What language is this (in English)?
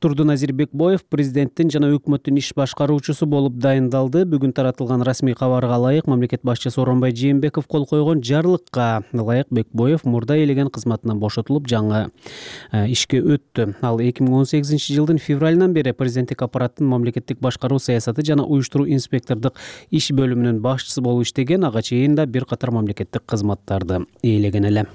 Kyrgyz